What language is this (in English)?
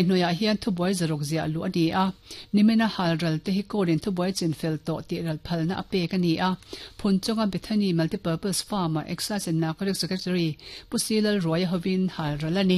Mizo